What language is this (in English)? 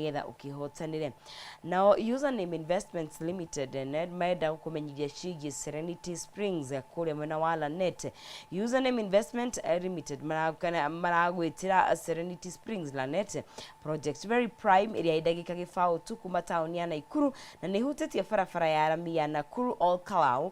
Kikuyu